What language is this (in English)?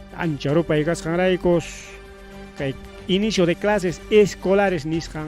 Ayacucho Quechua